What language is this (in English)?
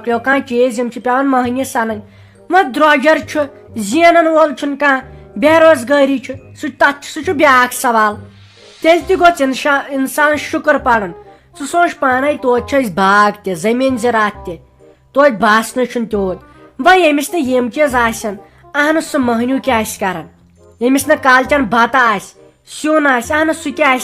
Kashmiri